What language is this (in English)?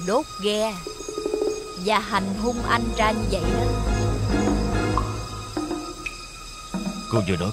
Vietnamese